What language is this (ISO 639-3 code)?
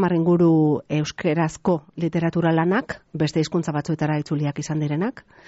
eus